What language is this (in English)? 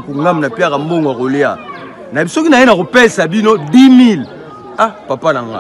Lingala